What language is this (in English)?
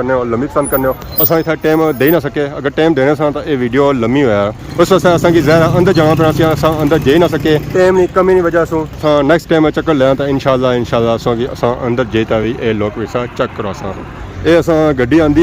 Pahari-Potwari